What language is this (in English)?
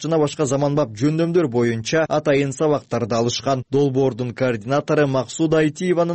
Kyrgyz